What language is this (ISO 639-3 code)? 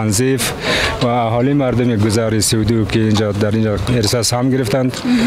fas